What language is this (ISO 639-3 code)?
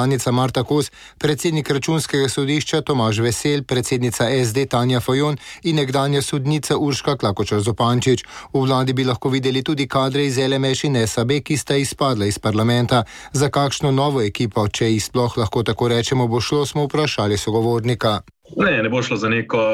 slv